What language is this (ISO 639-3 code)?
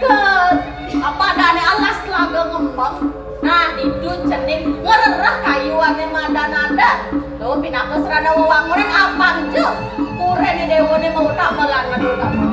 ban